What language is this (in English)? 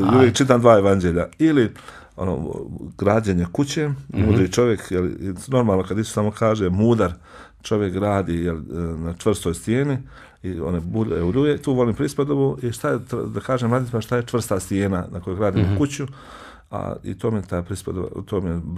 Bosnian